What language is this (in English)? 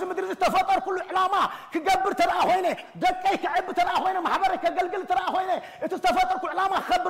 Tigrinya